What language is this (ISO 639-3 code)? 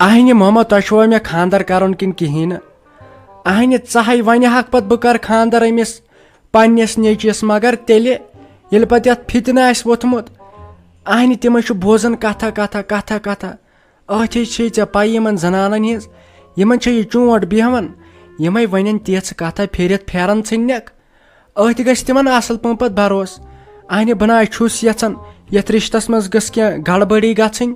kas